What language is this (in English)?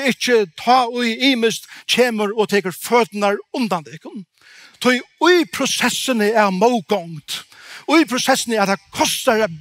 Faroese